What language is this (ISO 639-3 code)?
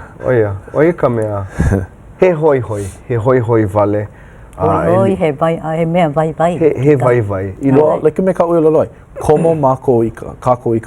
haw